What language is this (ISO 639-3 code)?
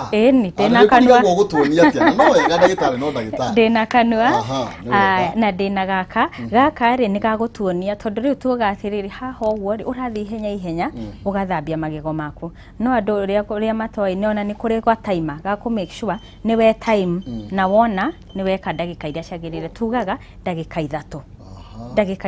kik